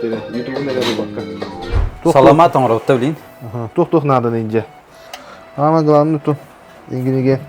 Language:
Yakut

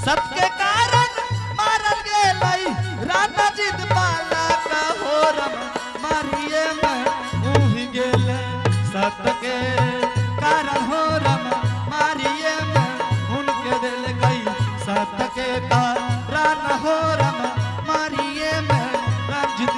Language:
Angika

